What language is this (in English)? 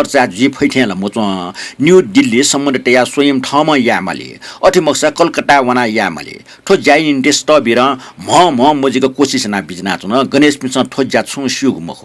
Newari